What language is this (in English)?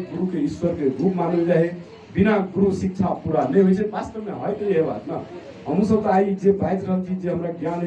Magahi